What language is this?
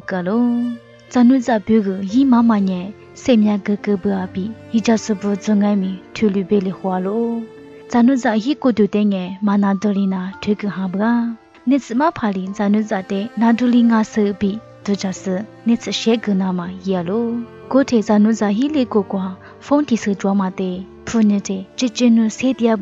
Lisu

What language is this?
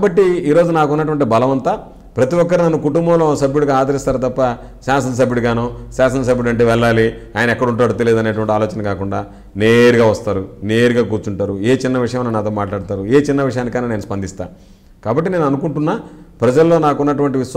Telugu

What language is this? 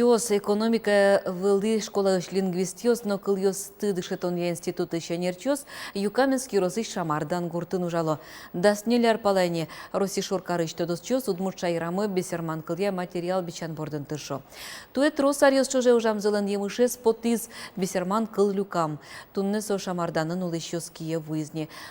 Udmurt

